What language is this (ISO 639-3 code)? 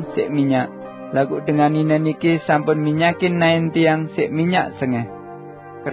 sas